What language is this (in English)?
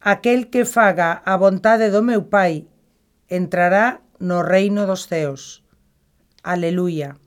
Galician